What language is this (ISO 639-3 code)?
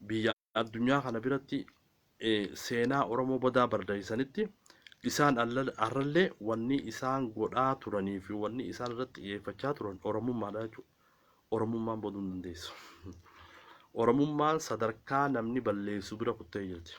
orm